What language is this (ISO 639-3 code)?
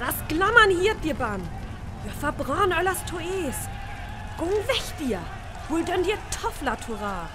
frr